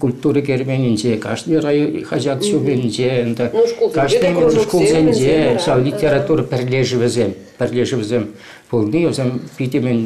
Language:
Chuvash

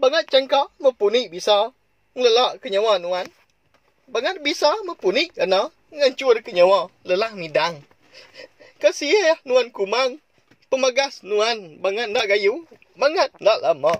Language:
Iban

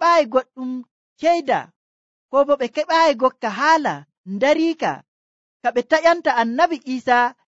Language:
Nigerian Fulfulde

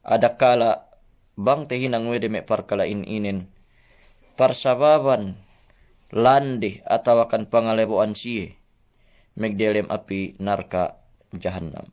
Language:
Yakan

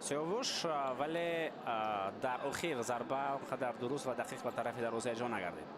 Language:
Tajik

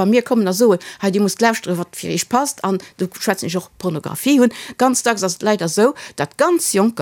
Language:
Luxembourgish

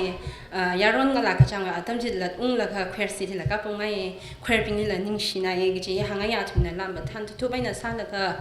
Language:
Tangkhul Naga (India)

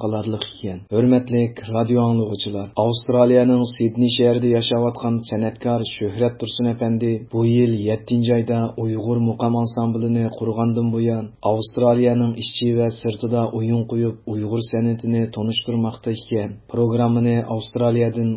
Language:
Uyghur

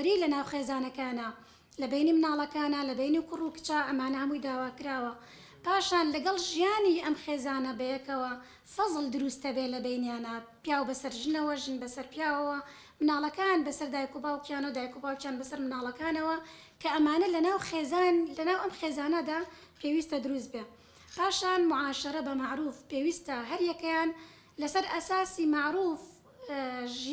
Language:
Central Kurdish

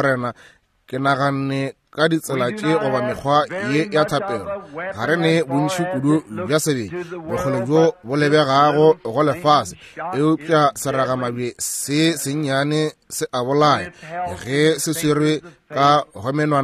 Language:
Northern Sotho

